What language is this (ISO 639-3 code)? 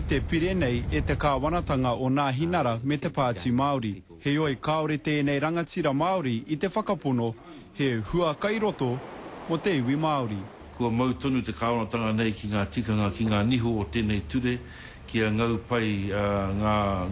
mri